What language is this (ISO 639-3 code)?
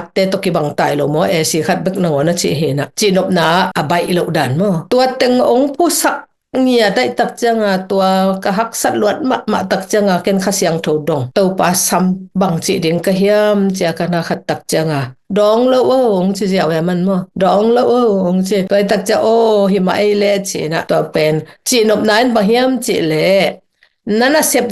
ctd